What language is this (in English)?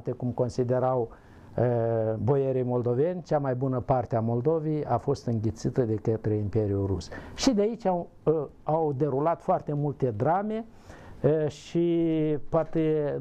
Romanian